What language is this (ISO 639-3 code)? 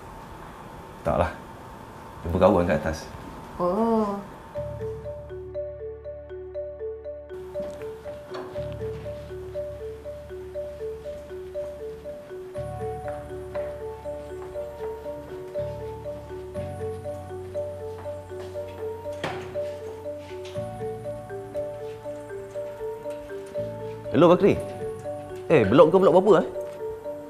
msa